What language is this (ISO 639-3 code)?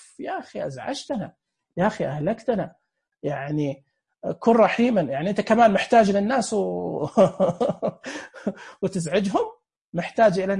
ars